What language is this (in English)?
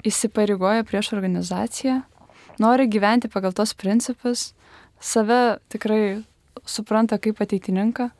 Lithuanian